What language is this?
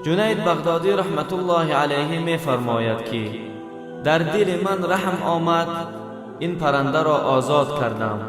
Tajik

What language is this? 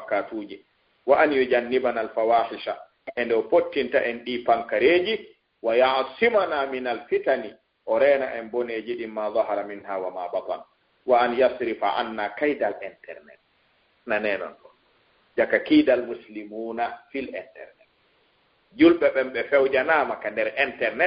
Fula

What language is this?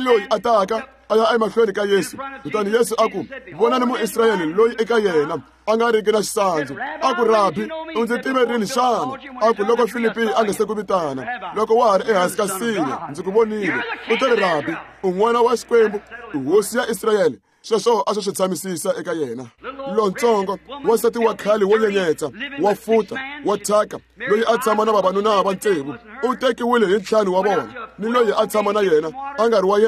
Tsonga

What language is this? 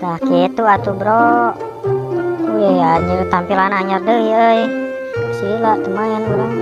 Sundanese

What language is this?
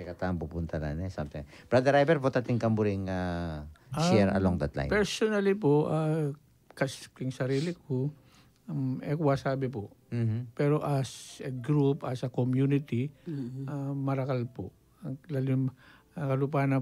Pampanga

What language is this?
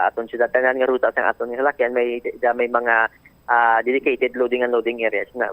Hiligaynon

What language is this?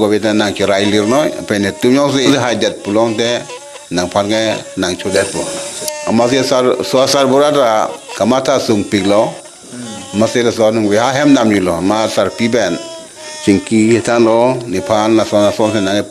Karbi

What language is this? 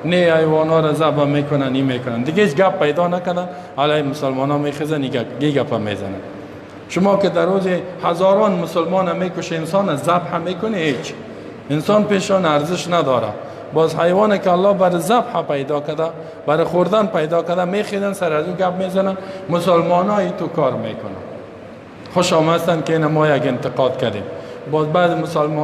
Persian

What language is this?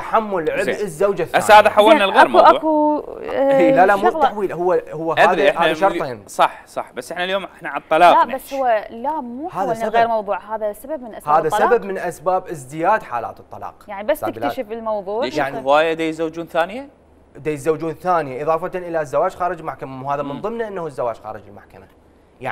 Mesopotamian Arabic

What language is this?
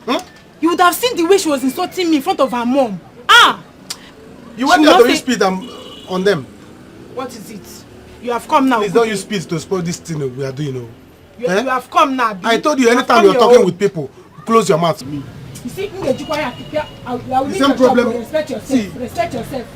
Nigerian Pidgin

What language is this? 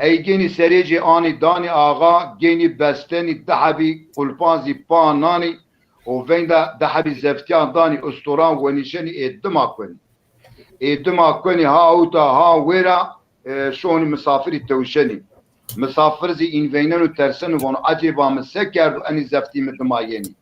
Zaza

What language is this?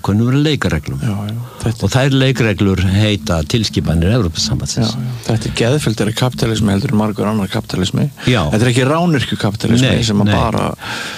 Icelandic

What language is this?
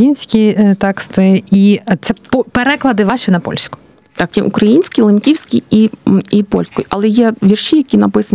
Ukrainian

